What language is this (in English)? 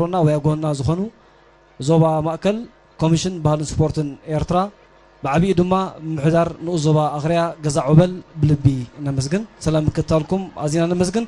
Tigrinya